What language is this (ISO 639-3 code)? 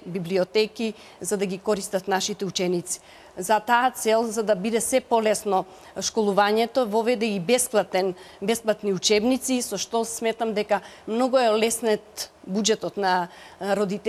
mkd